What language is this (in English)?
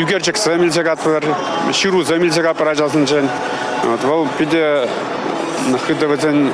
Chuvash